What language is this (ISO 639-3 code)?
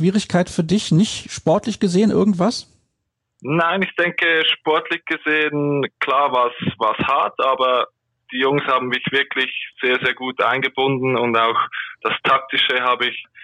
deu